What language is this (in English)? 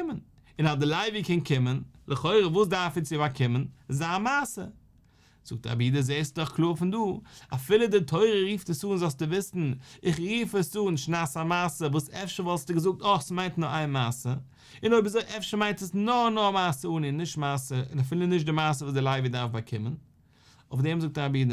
Yiddish